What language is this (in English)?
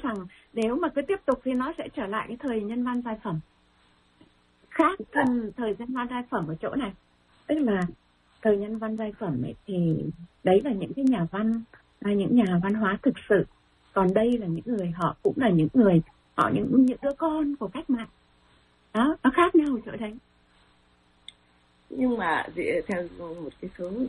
Vietnamese